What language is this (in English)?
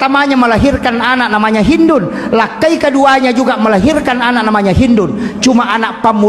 Buginese